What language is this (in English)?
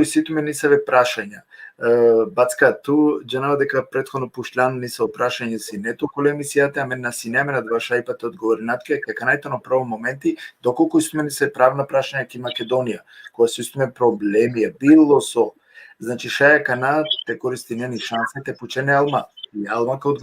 Balkan Romani